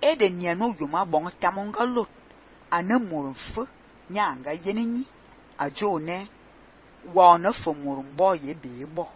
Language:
Fang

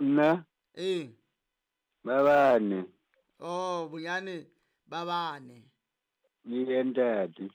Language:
Southern Sotho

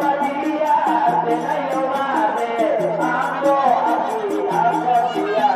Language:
Batak Angkola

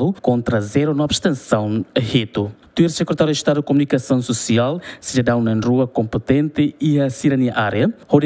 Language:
Tetum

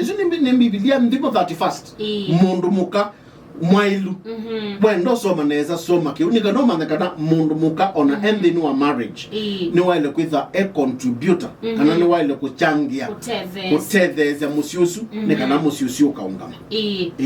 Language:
Kamba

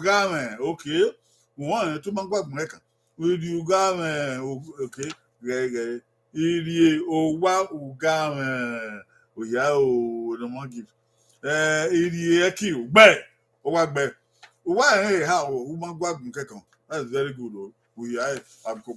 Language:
Bini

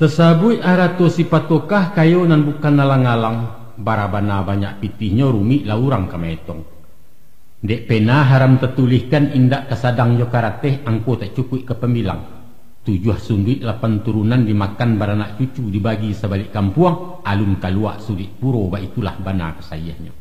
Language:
Minangkabau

